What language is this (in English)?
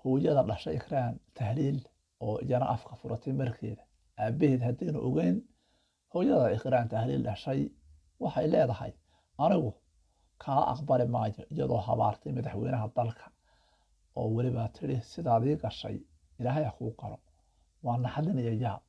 Somali